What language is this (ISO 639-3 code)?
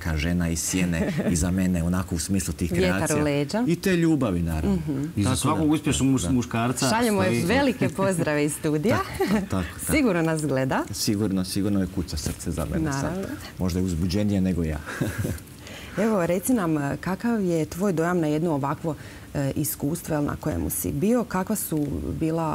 hrv